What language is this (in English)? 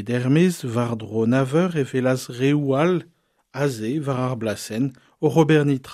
Breton